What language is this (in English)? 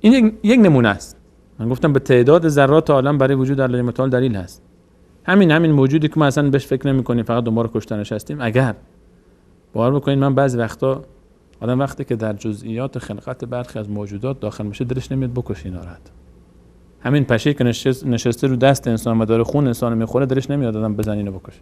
Persian